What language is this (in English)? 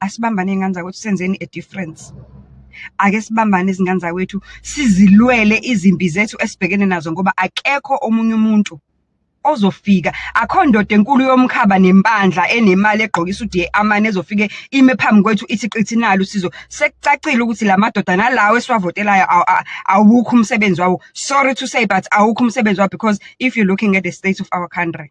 Zulu